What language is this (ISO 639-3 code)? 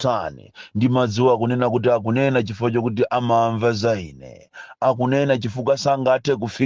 nya